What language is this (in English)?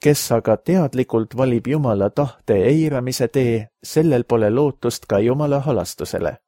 Estonian